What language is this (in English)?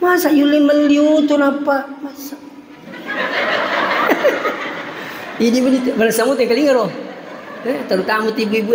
Buginese